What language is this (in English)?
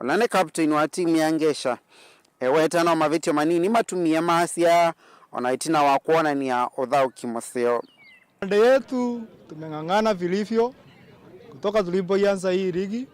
Kamba